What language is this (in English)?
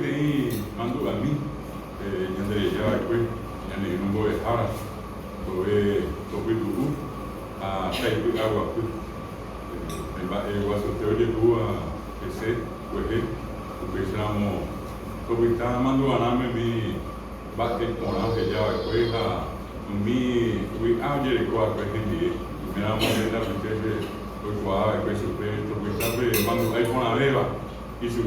Guarani